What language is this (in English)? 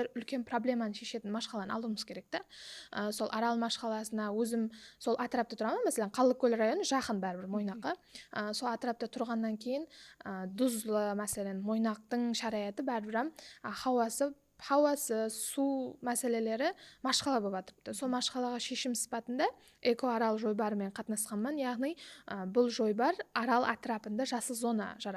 Kara-Kalpak